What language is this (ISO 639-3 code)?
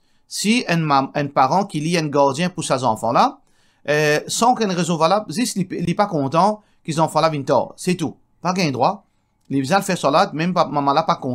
mfe